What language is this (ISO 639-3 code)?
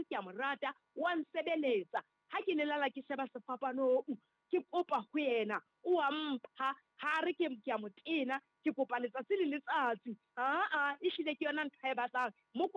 sot